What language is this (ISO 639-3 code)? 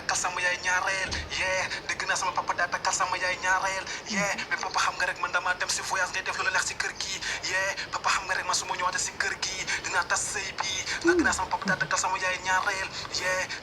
wol